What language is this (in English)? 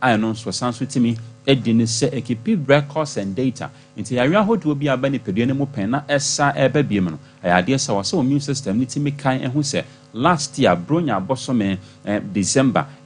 Akan